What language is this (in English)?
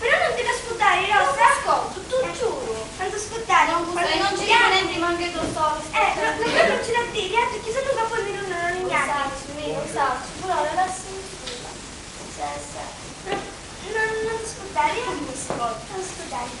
Sicilian